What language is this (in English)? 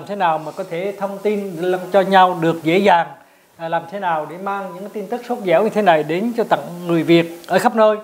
Vietnamese